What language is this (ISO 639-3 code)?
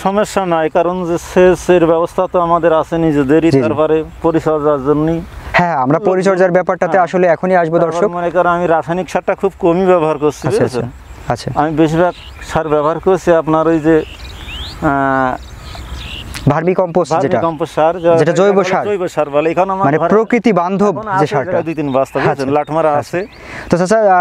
ben